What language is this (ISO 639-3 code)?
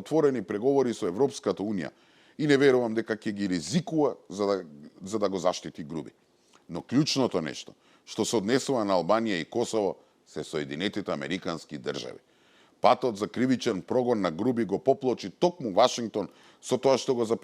mkd